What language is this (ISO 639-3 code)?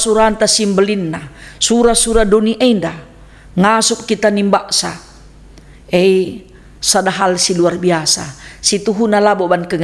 btx